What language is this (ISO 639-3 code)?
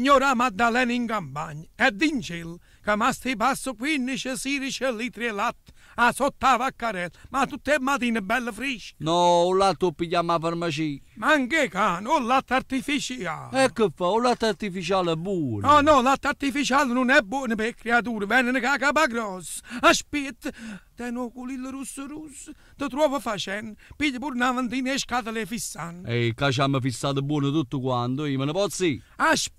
nap